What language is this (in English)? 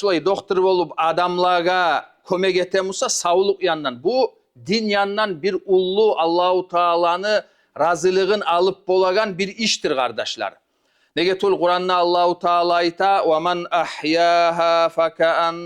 Kumyk